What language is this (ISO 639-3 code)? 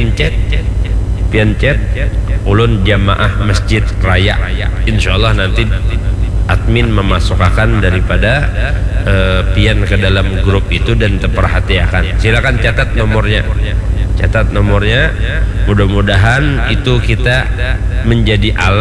bjn